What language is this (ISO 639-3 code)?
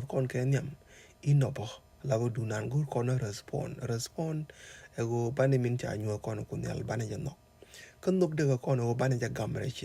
nus